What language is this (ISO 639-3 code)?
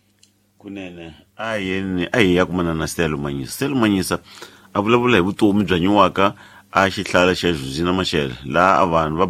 tso